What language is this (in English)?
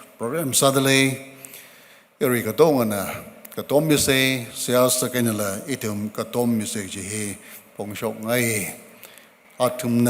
Tangkhul Naga (India)